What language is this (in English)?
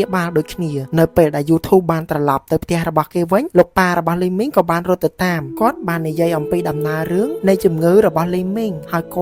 Khmer